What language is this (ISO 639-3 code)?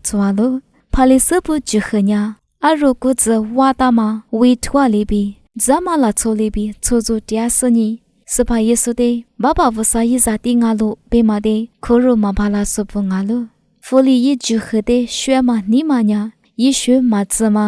lis